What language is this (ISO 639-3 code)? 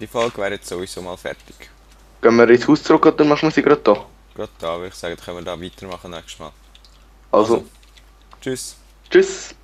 gsw